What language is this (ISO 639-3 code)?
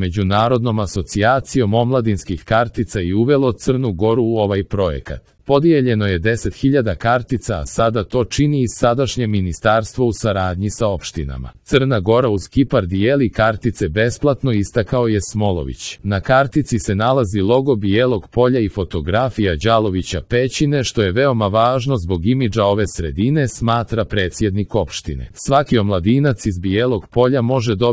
srp